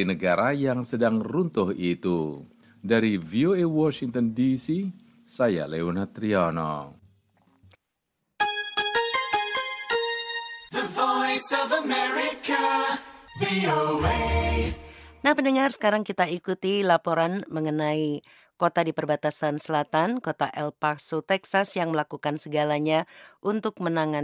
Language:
Indonesian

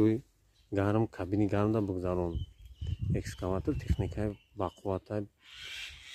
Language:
Tajik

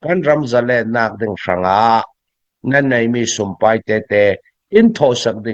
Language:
Hakha Chin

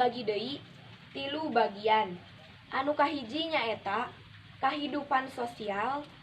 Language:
Sundanese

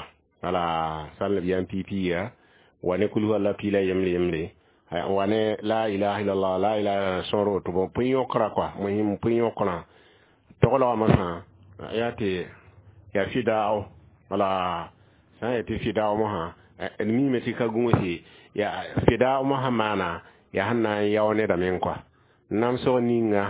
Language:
Mossi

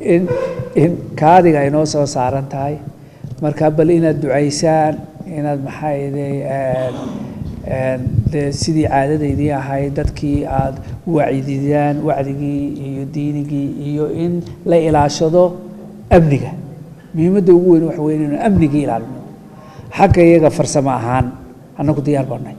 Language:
Somali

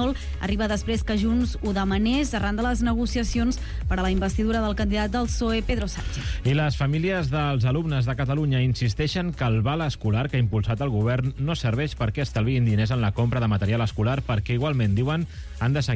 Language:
Catalan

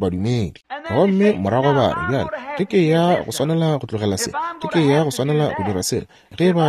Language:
Northern Sotho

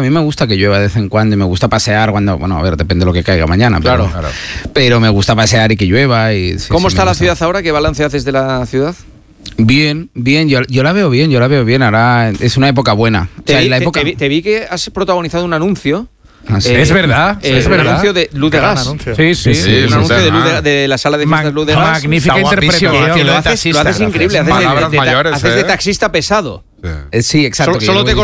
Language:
Spanish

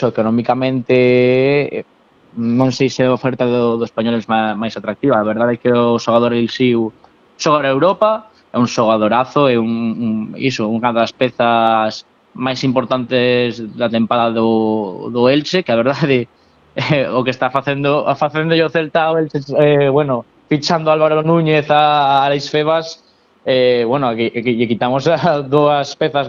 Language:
Galician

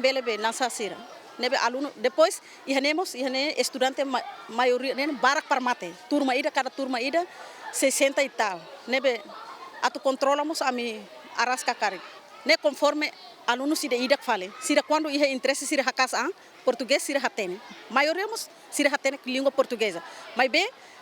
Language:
Tetum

